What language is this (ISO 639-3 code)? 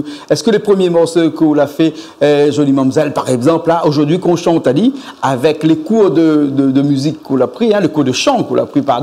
rcf